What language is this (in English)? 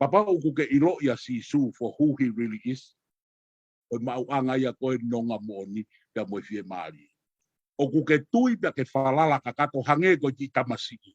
Tongan